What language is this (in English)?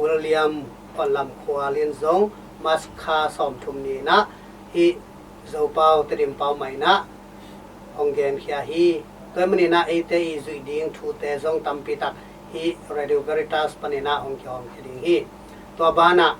Tedim Chin